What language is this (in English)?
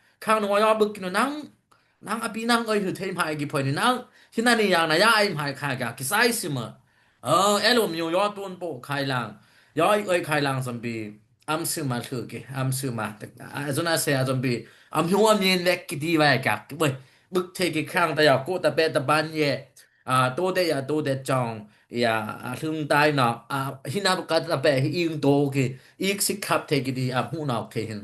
Dimasa